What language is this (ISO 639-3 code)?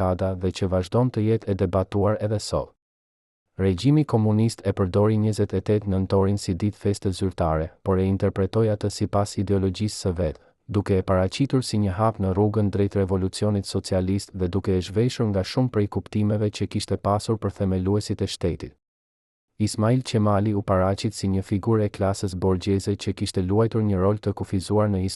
sqi